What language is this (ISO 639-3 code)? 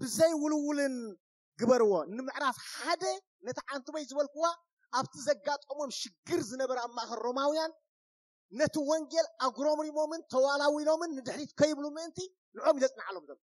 tir